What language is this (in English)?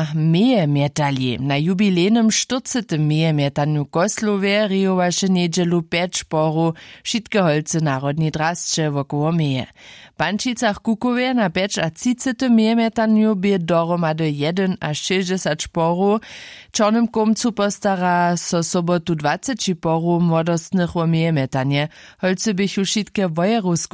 Upper Sorbian